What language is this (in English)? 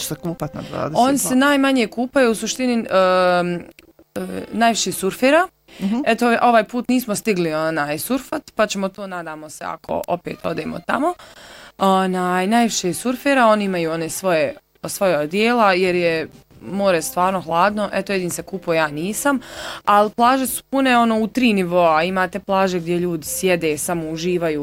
Bosnian